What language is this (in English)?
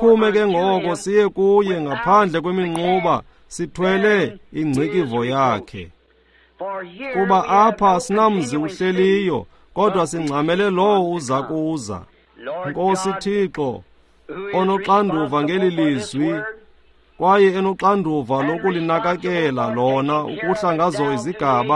Xhosa